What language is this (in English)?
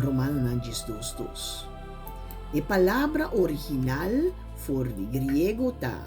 Papiamento